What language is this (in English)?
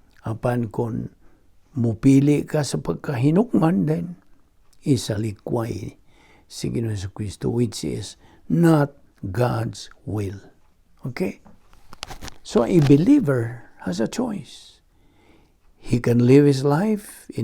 Cebuano